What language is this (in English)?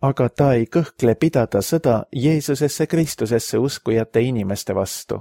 Estonian